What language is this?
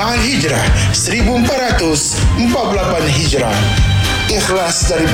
Malay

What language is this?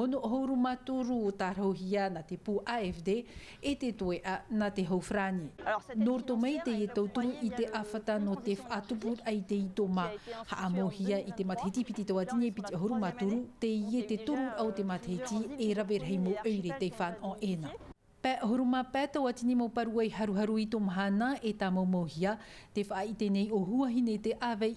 Tahitian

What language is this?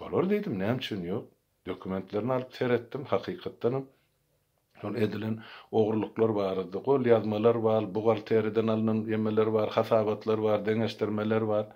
Turkmen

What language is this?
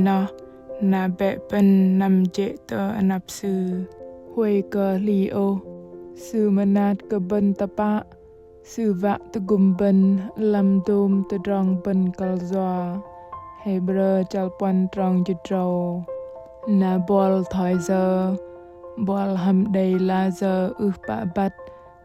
Bahnar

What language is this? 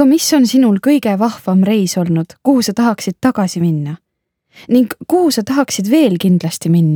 Estonian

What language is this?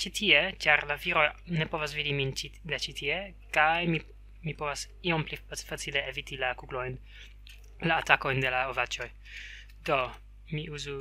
Esperanto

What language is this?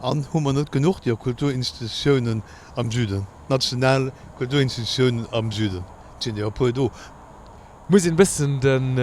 Luxembourgish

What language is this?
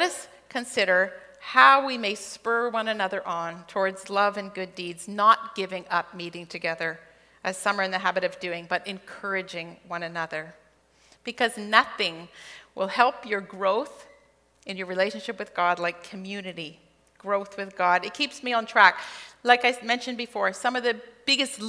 English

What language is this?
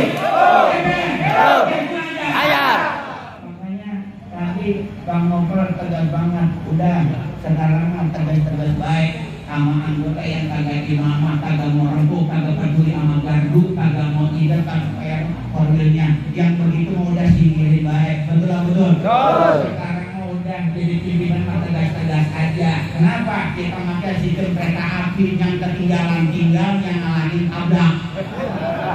Betawi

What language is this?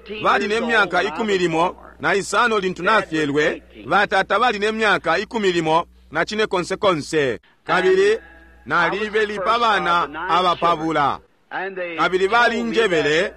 Bemba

